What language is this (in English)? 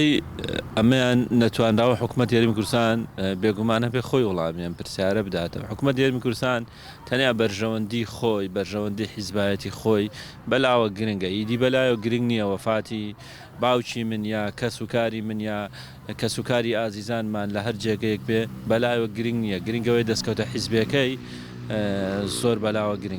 Central Kurdish